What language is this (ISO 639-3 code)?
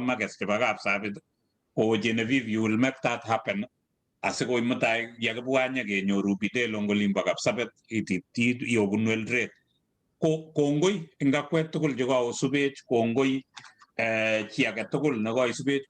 kln